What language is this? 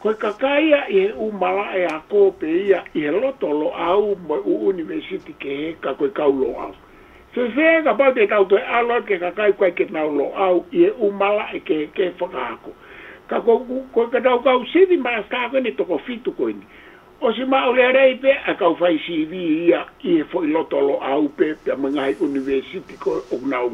Tongan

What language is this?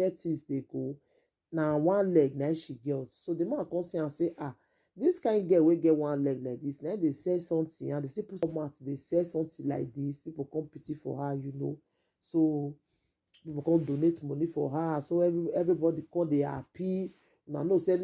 Nigerian Pidgin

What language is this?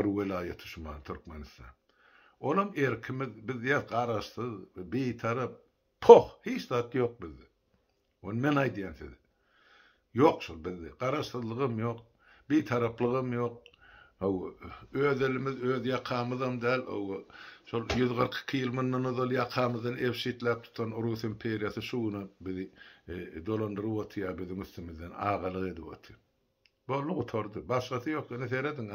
Turkmen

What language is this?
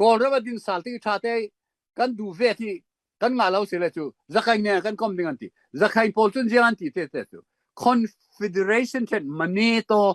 Falam Chin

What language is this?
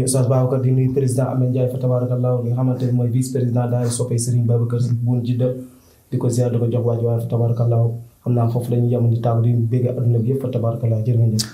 Wolof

